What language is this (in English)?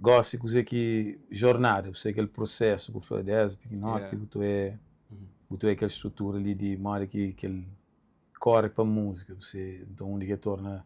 Kabuverdianu